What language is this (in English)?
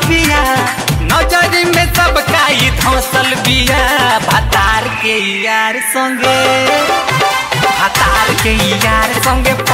Bhojpuri